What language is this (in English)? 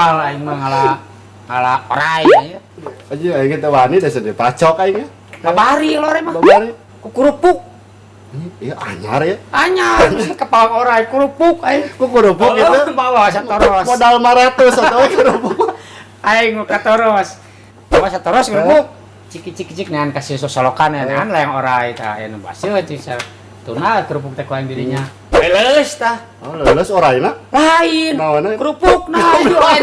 Sundanese